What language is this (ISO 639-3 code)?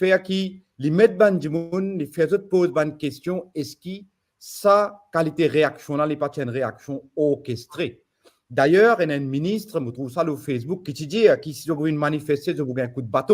mfe